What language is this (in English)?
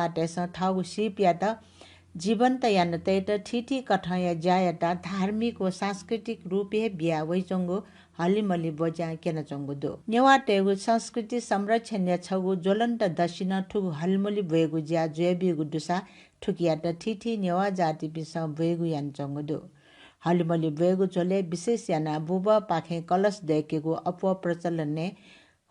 Newari